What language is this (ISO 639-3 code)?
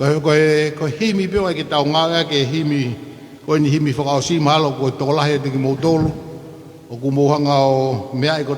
ton